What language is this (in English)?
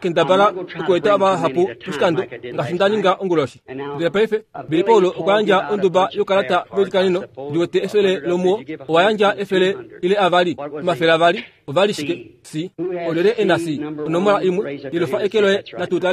Kuanyama